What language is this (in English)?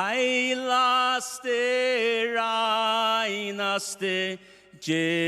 Faroese